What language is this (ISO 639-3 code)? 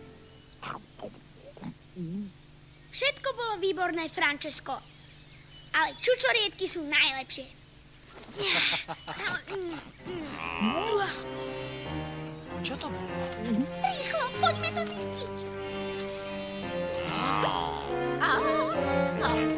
slk